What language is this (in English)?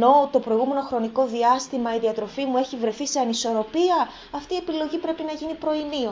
Greek